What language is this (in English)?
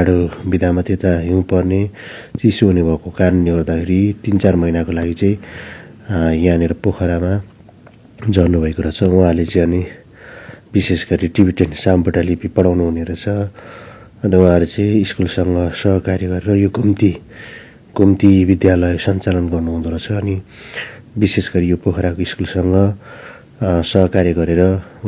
Nepali